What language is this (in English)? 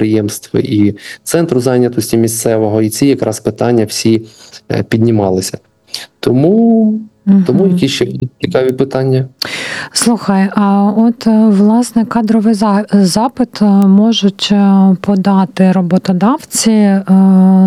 Ukrainian